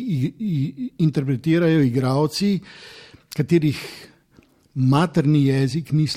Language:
Slovenian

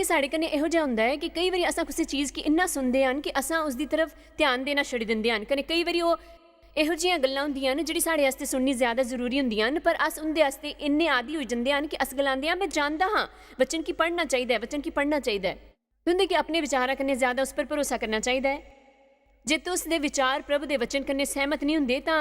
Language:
Dogri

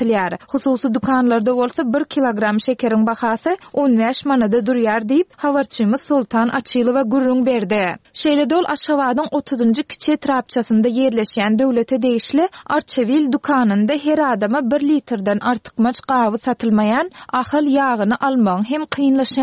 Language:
Turkmen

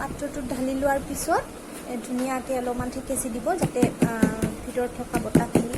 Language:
Assamese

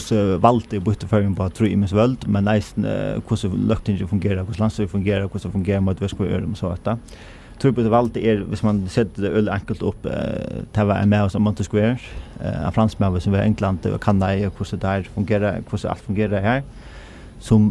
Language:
Faroese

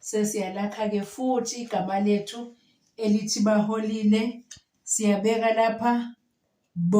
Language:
Zulu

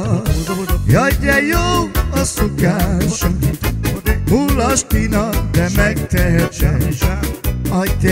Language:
Hungarian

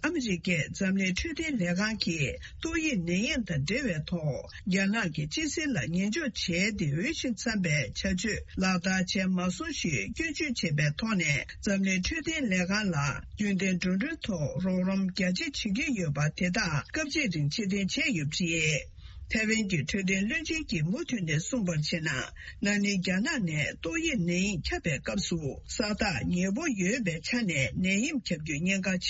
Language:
Tibetan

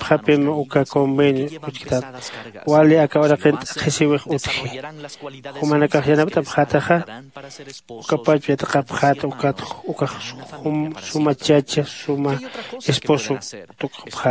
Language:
Aymara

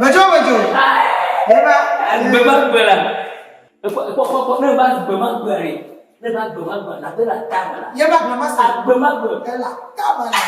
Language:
Ewe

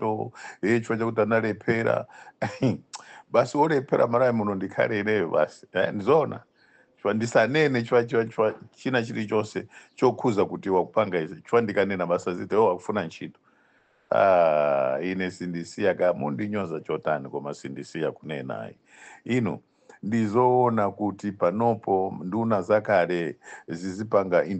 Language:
Nyanja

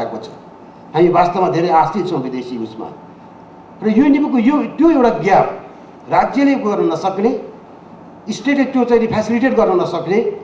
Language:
Nepali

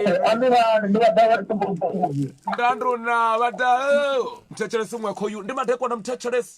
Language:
Venda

